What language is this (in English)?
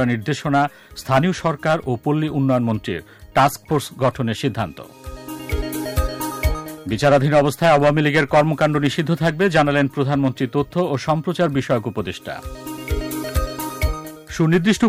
Bangla